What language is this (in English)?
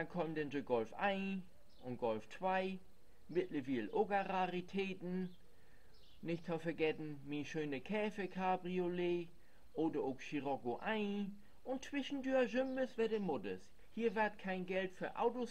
Low German